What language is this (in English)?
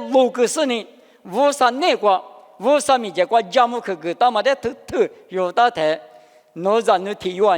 Lisu